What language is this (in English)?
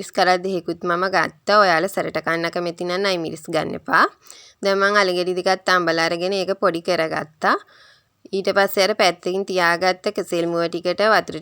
Sinhala